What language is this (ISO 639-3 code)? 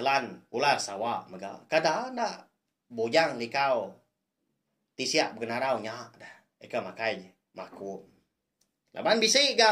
iba